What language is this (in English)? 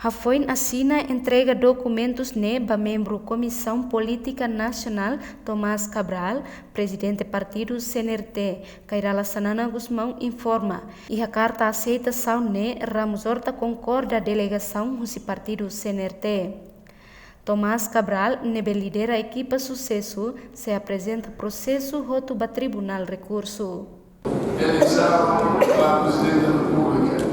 Tetum